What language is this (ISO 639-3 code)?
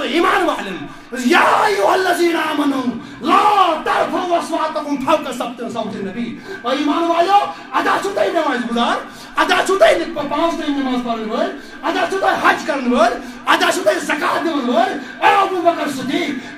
kas